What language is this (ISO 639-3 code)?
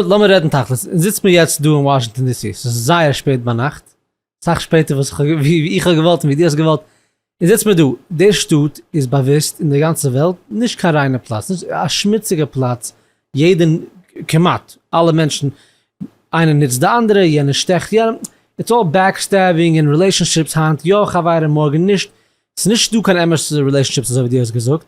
yid